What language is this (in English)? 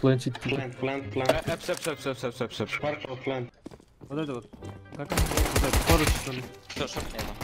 Kara-Kalpak